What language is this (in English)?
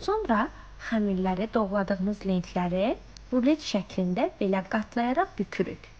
Azerbaijani